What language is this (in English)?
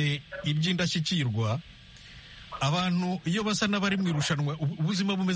Kinyarwanda